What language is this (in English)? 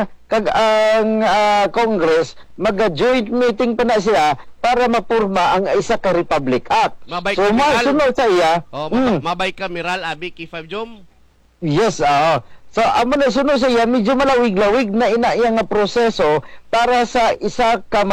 Hiligaynon